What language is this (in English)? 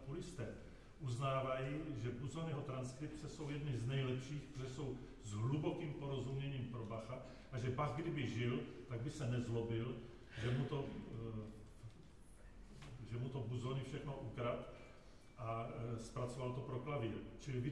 Czech